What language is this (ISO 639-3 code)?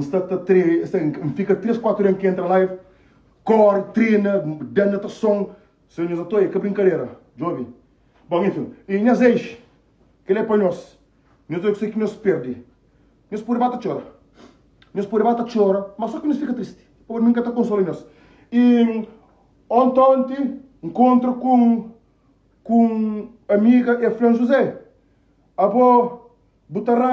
kea